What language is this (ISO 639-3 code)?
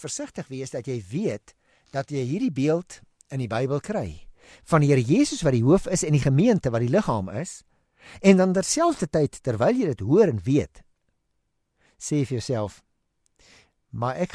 afr